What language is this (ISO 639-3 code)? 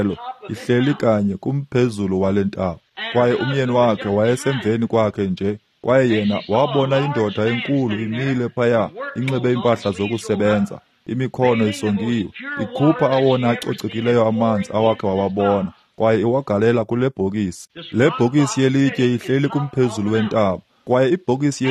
xho